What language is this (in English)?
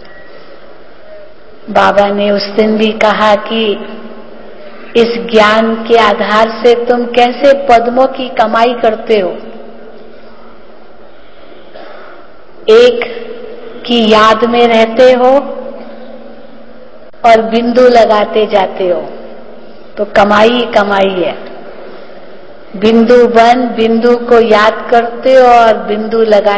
Hindi